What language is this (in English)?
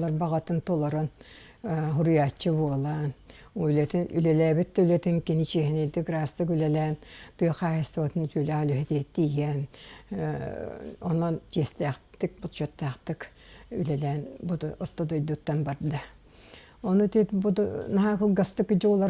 Yakut